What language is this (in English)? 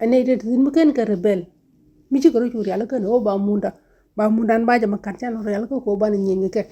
Nuer